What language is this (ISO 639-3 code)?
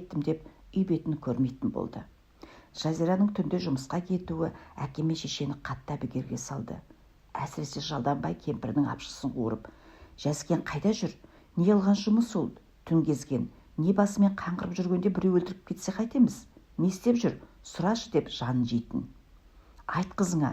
kaz